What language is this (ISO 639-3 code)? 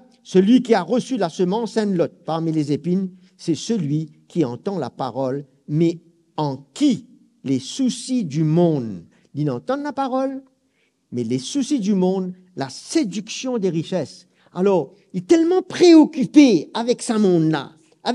mfe